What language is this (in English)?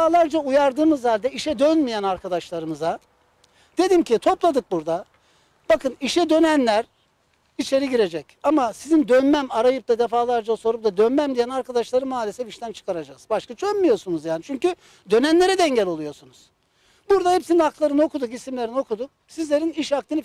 Turkish